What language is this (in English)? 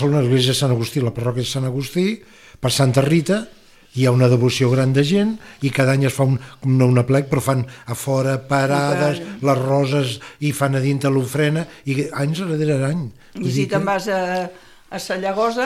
Catalan